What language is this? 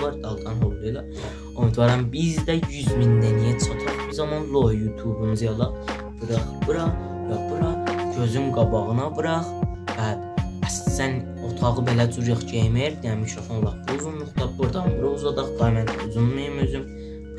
South Azerbaijani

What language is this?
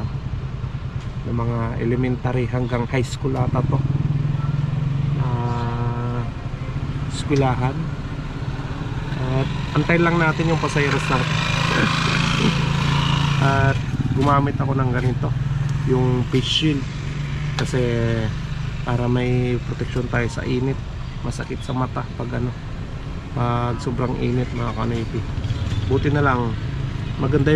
Filipino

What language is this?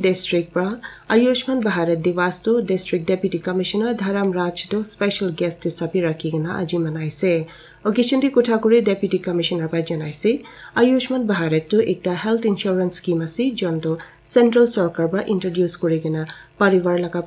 Naga Pidgin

